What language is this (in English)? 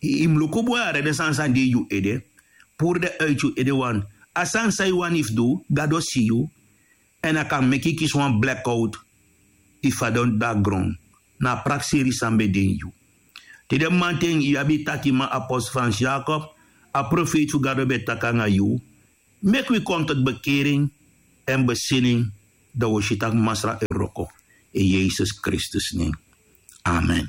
Sranan Tongo